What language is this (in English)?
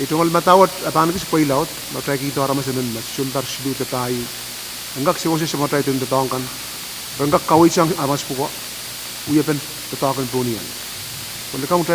Pohnpeian